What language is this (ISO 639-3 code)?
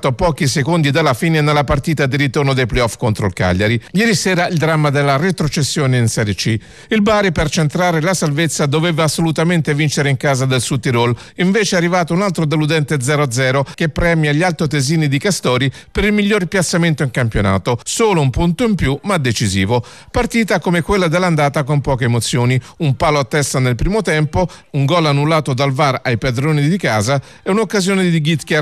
ita